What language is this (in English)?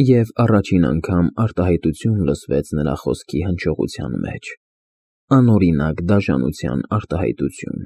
Armenian